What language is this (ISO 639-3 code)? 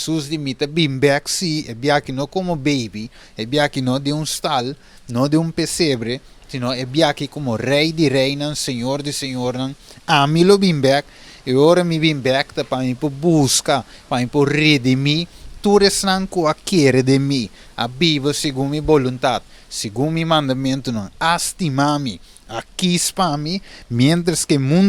pap